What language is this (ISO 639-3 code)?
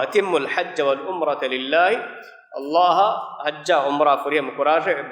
div